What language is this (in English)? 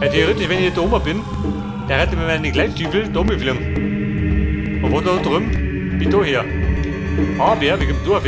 Bavarian